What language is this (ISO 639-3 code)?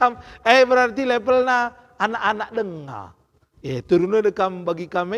btx